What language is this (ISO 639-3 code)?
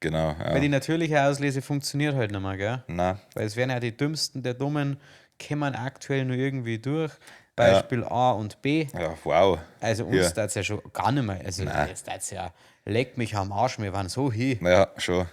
bar